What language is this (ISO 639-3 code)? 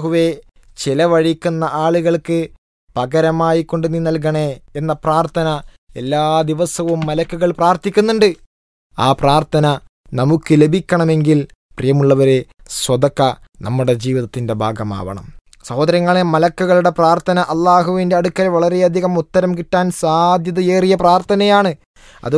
mal